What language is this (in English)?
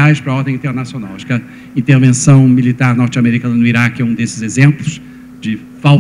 Portuguese